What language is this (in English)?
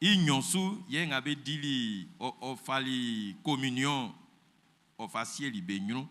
Baoulé